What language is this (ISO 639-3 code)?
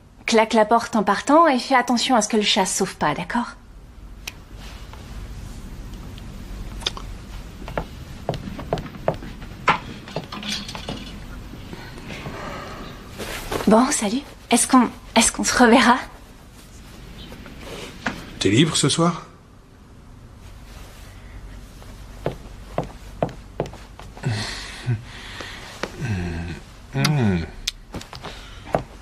fra